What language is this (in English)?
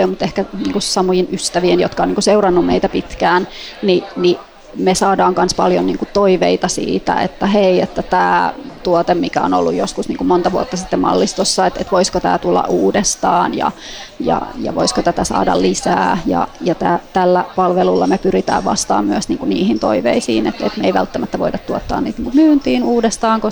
Finnish